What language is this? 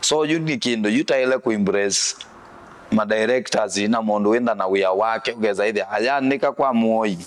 Kamba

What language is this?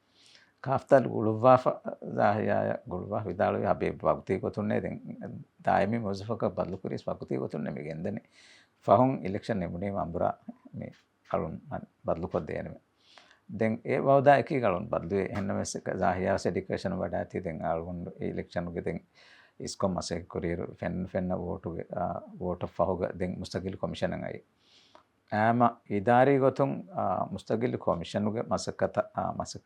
Divehi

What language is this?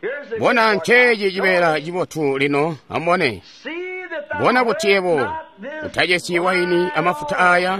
Tonga (Zambia)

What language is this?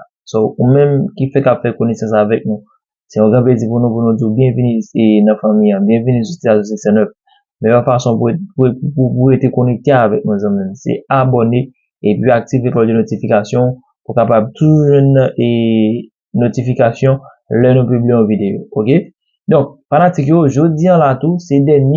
Haitian Creole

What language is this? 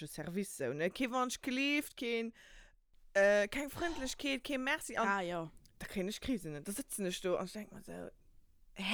Luxembourgish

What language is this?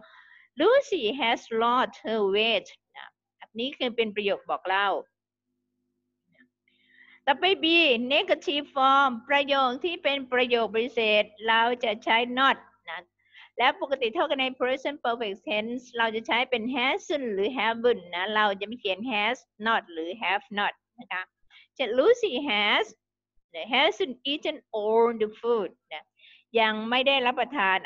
Thai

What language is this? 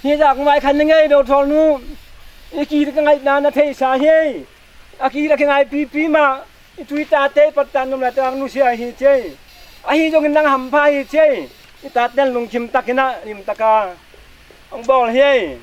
Tedim Chin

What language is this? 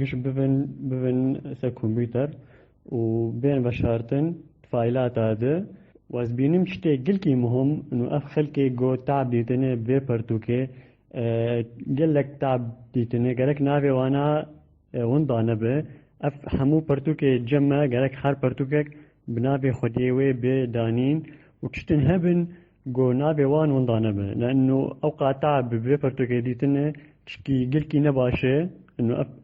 Kurdish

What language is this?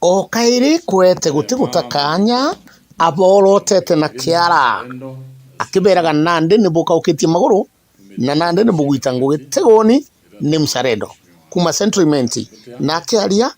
Meru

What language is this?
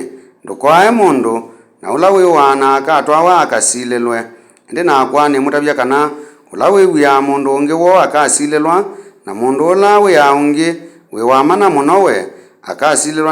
Kamba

